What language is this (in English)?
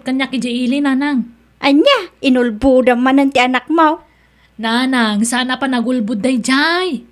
Iloko